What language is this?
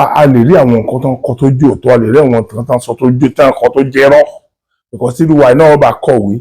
Yoruba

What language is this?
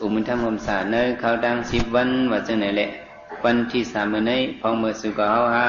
Shan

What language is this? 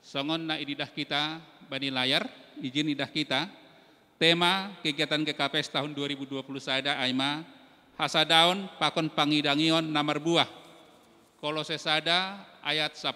Batak Simalungun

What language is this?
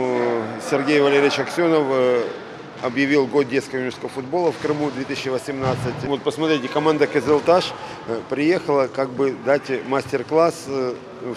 Crimean Tatar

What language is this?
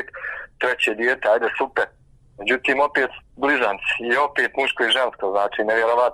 Bosnian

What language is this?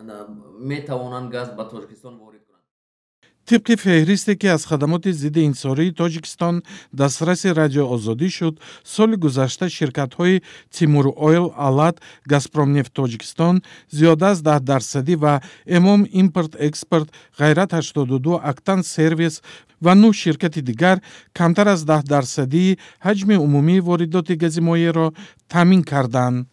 Tajik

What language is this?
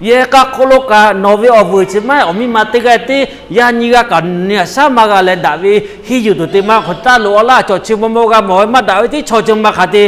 Lahu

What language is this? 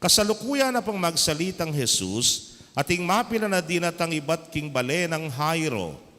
Pampanga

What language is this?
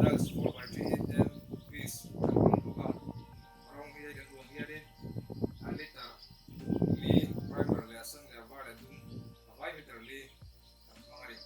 Mizo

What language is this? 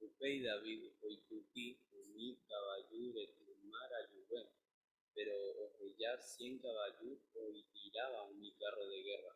Guarani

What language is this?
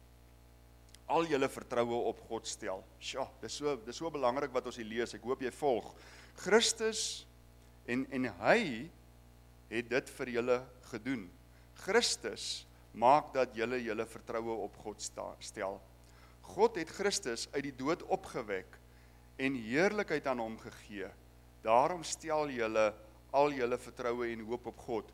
Afrikaans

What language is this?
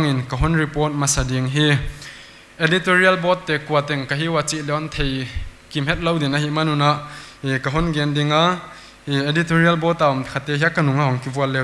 Paite Chin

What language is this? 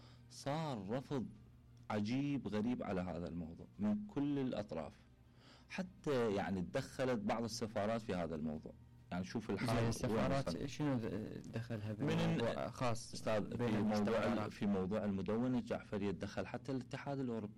Mesopotamian Arabic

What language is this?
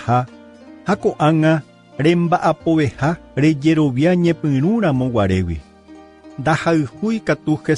Guarani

